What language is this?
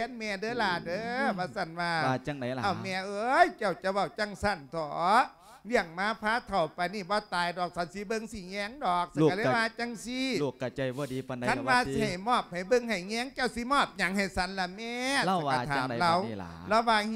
Lao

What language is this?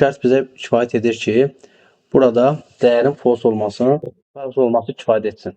Azerbaijani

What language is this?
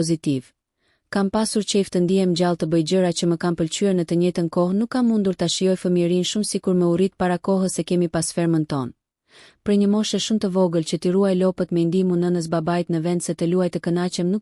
Albanian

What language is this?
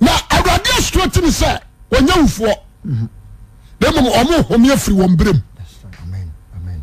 Akan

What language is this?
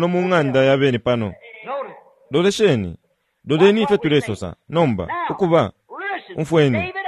Bemba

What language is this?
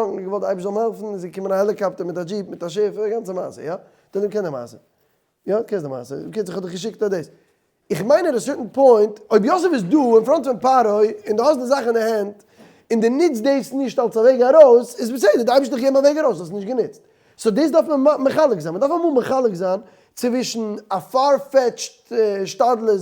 Yiddish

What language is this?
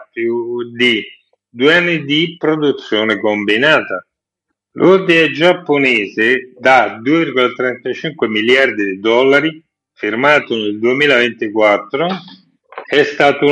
Italian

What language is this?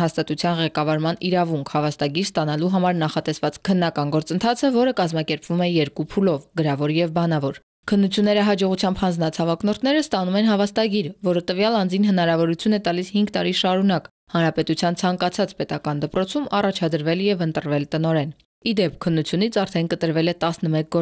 Armenian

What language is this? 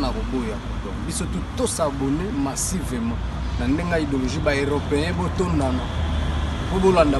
Lingala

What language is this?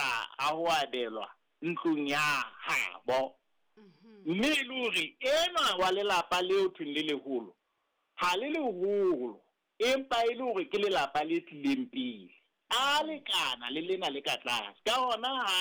Southern Sotho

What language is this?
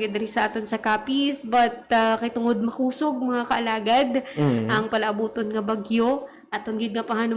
Hiligaynon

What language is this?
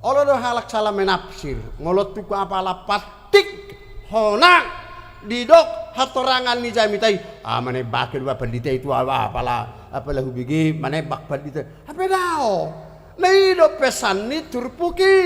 Batak Toba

